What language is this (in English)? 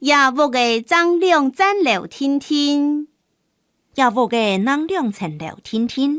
Hakka Chinese